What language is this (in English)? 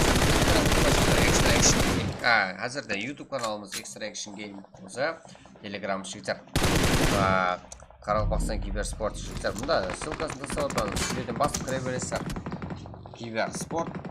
Kara-Kalpak